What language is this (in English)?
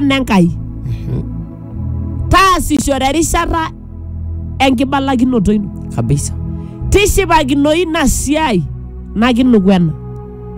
Masai